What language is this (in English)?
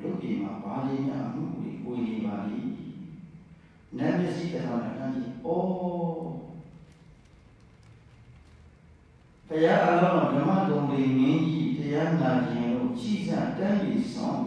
Burmese